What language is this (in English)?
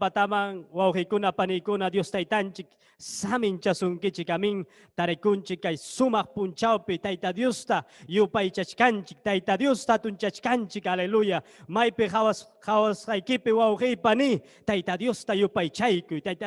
Ayacucho Quechua